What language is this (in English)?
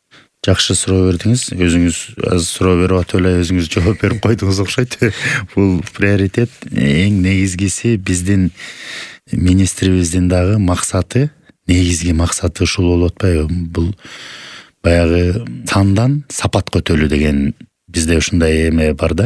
Kyrgyz